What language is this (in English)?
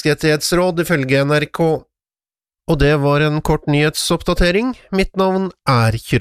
Norwegian